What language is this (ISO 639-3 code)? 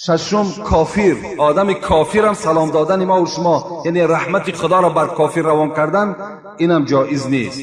tgk